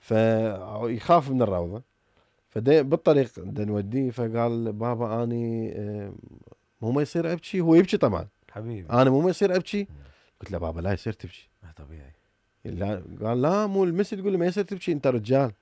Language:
Mesopotamian Arabic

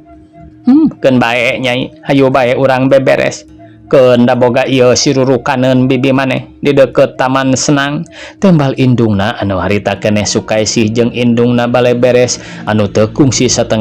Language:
Sundanese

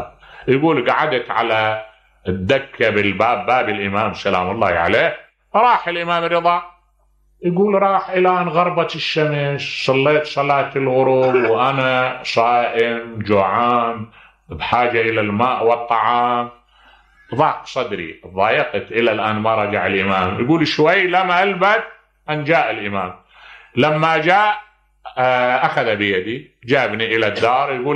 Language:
Mesopotamian Arabic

